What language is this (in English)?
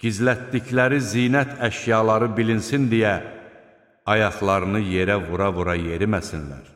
Azerbaijani